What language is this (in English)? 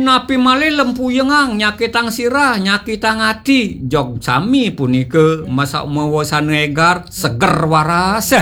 Balinese